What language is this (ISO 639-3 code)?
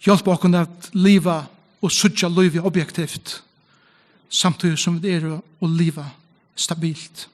fao